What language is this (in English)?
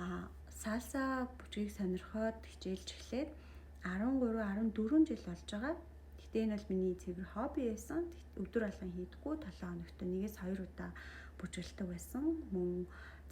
Mongolian